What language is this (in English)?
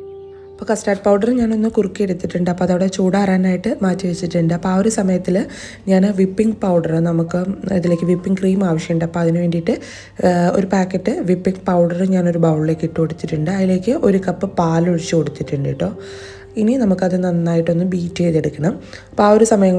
Malayalam